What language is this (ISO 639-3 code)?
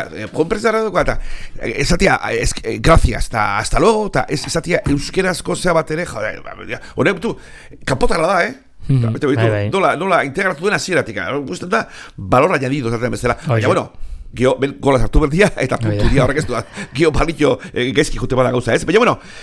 eus